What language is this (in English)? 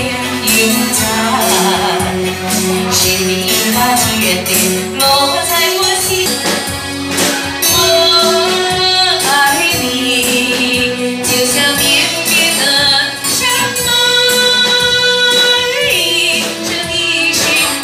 Chinese